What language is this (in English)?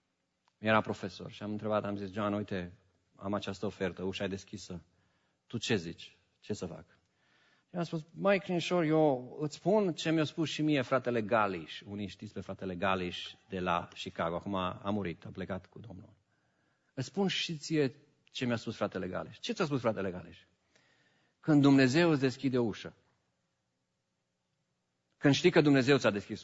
Romanian